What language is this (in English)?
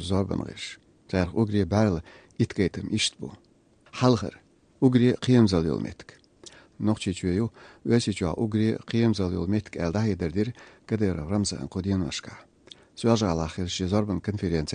Chechen